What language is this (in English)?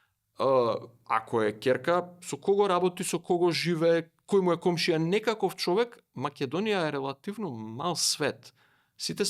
Macedonian